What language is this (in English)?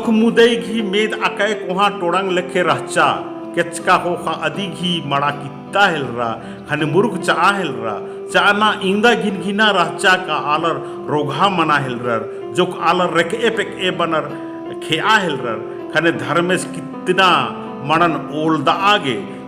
Kurukh